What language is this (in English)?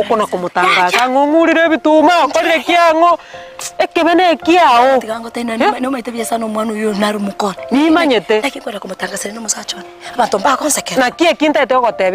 Gusii